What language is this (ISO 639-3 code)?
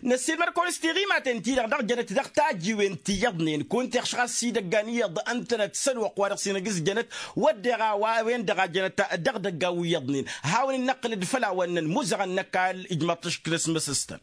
taq